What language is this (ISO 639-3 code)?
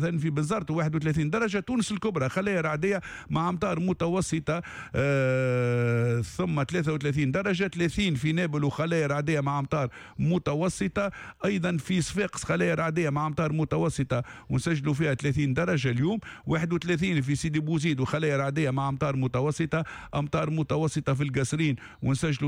aeb